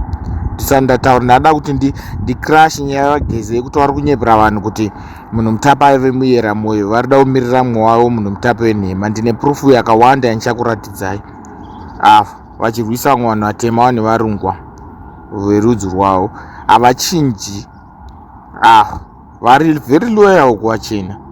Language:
Shona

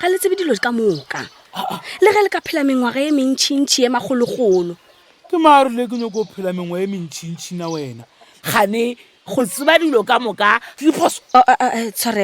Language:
Northern Sotho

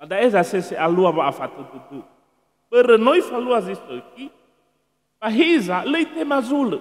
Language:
Nias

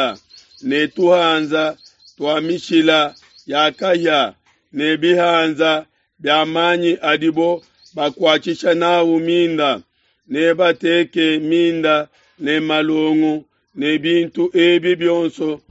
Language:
Luba-Lulua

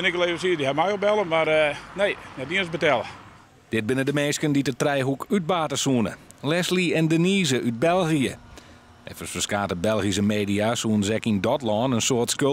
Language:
Western Frisian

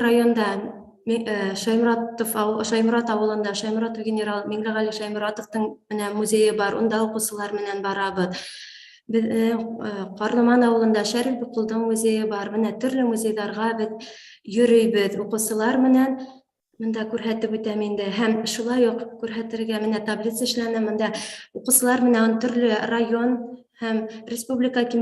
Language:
Bashkir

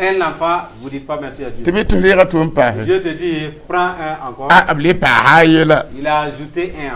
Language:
Mossi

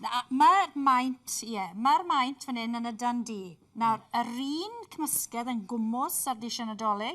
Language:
Welsh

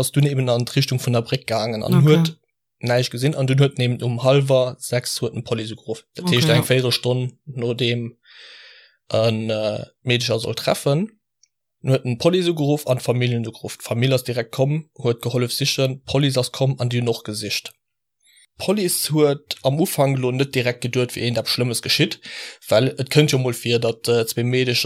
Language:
Luxembourgish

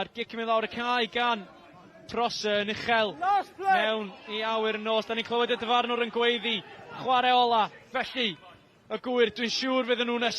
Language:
Welsh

